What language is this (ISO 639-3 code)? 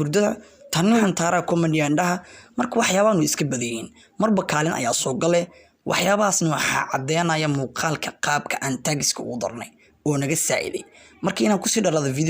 som